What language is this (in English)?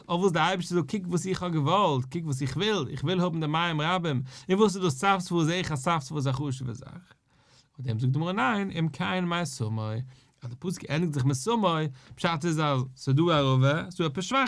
Yiddish